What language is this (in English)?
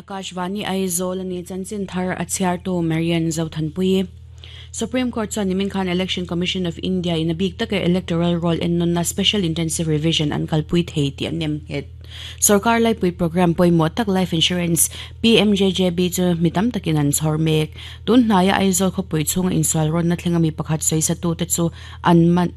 Mizo